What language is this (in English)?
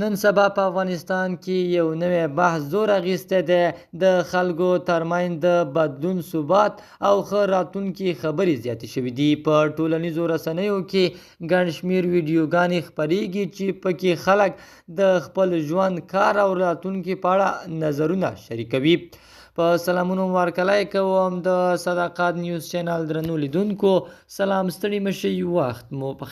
Pashto